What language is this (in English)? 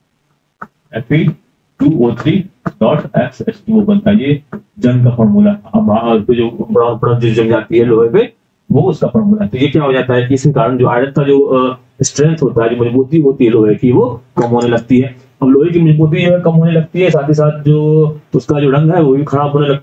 Hindi